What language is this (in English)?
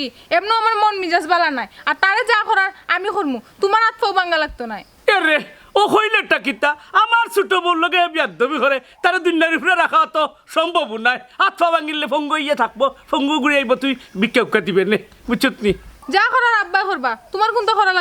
Sylheti